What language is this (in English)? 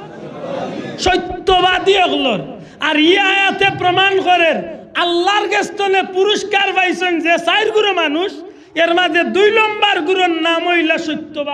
Sylheti